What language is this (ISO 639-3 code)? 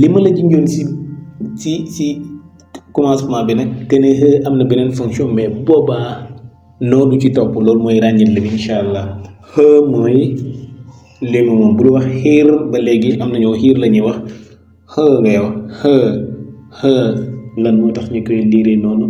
wol